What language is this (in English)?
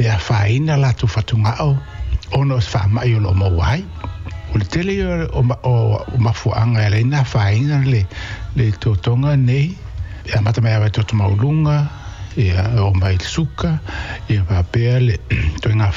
Samoan